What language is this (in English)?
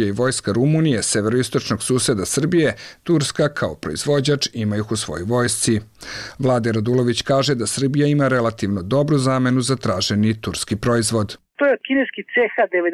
Serbian